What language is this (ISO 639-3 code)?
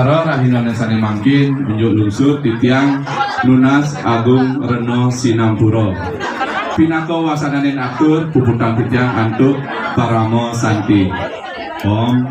ban